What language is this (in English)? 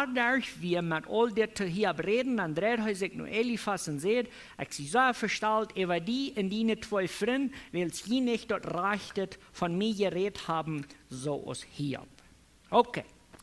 Plautdietsch